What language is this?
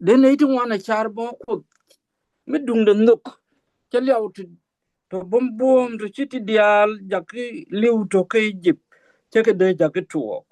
Nuer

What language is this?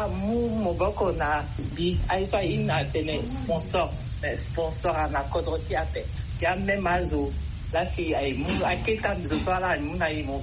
Sango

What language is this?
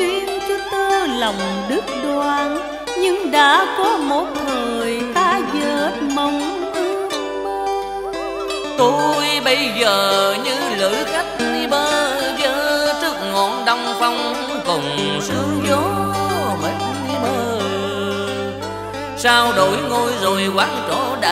Vietnamese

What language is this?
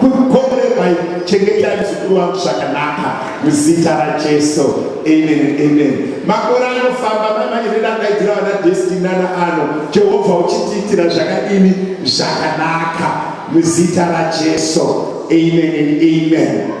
Shona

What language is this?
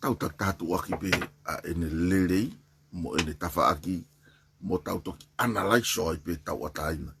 Tongan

